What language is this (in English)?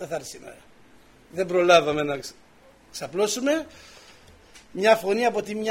Greek